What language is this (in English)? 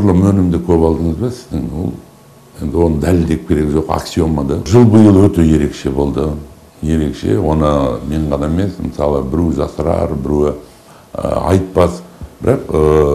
Kazakh